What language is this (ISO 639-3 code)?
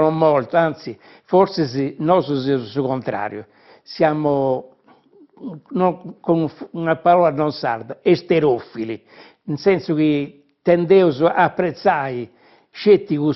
srd